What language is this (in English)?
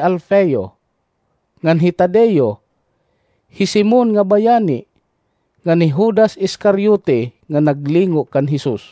Waray